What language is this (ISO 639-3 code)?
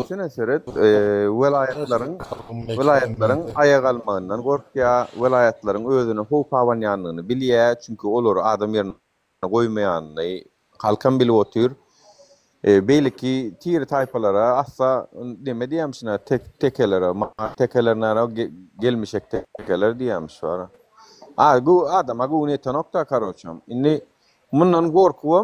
tuk